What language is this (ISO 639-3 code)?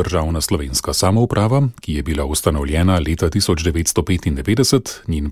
slv